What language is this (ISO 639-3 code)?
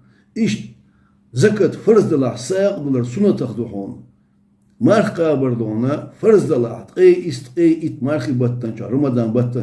che